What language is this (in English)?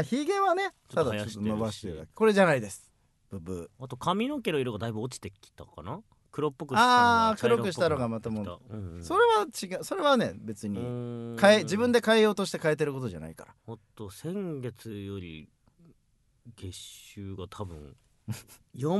Japanese